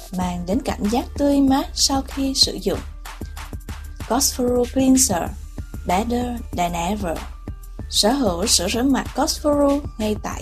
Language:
Vietnamese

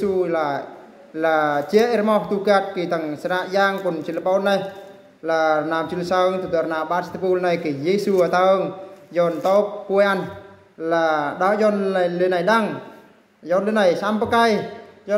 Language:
Eastern Bru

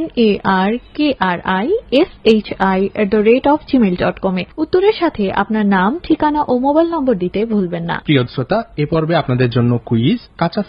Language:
Bangla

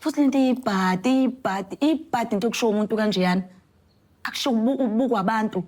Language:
Zulu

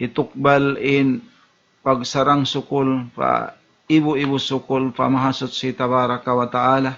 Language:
Tausug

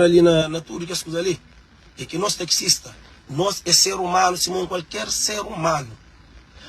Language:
Kabuverdianu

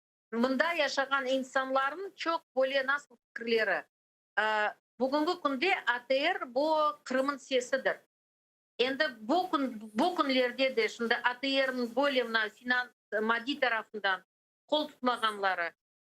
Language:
Crimean Tatar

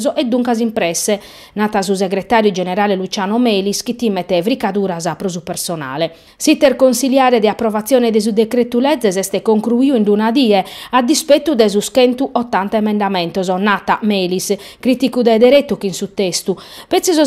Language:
Sardinian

